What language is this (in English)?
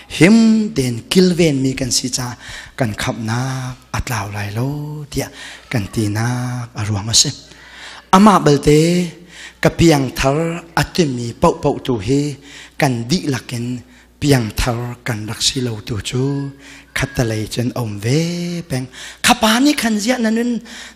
Hakha Chin